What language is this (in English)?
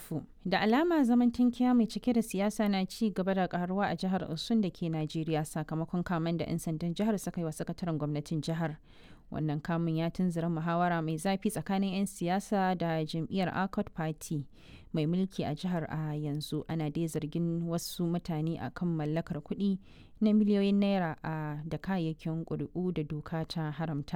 Hausa